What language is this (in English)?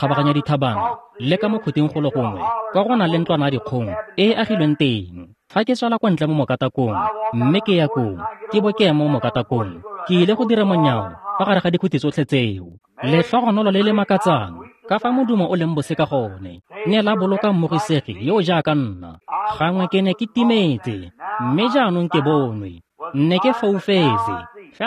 Tswana